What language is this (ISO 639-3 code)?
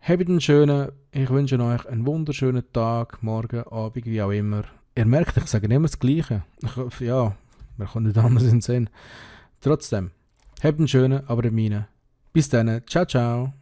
gsw